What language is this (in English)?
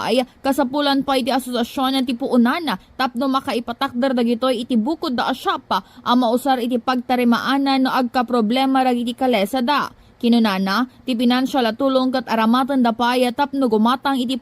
Iloko